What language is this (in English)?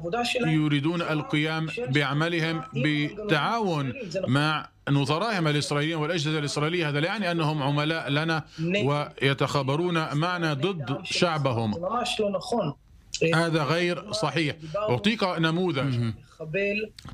Arabic